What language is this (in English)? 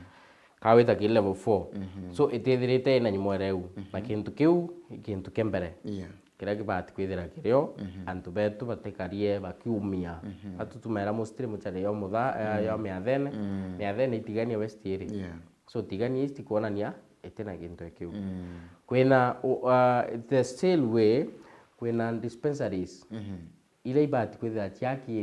Meru